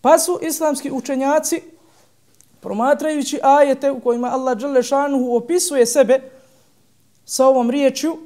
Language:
Bosnian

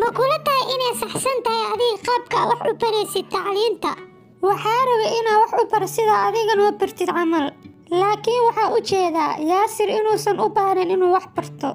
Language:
Somali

